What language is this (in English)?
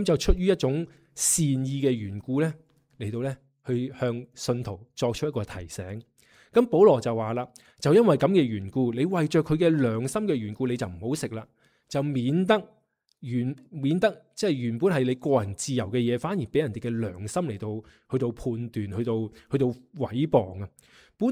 Cantonese